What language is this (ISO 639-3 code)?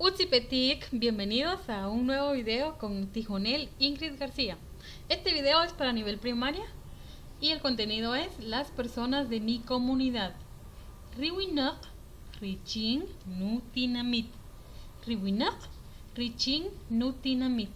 cak